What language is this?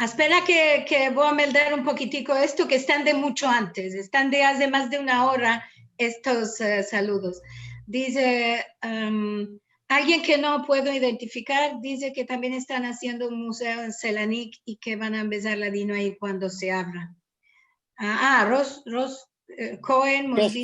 Ladino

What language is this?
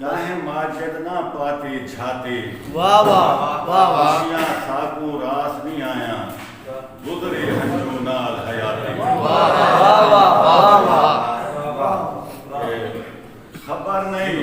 Saraiki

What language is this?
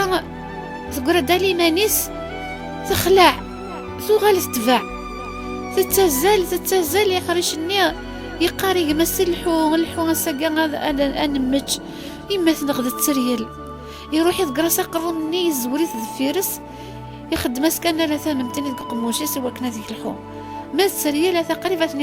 Kabyle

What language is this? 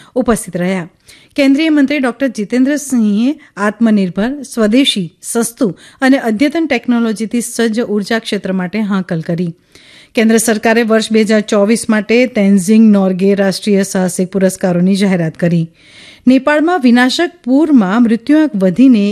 Gujarati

